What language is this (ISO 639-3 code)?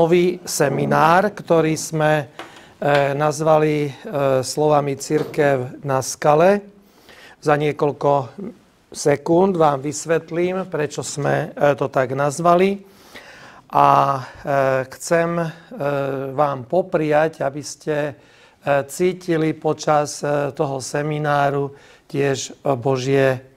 slk